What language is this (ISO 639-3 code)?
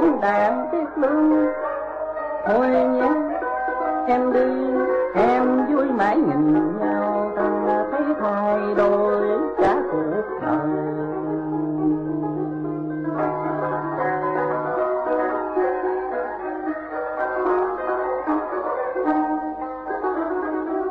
vie